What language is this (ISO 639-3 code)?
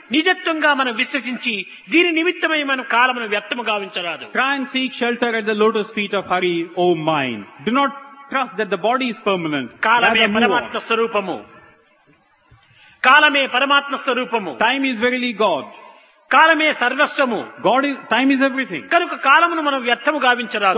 tel